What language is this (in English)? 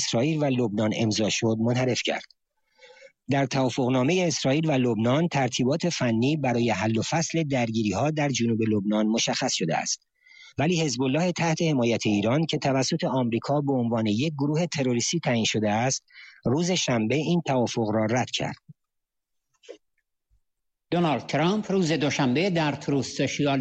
Persian